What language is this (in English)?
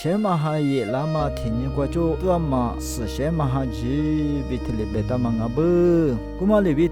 Lisu